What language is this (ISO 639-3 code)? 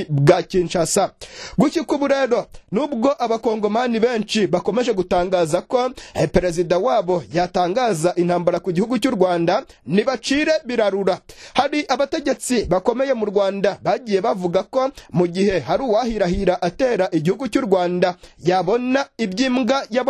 kin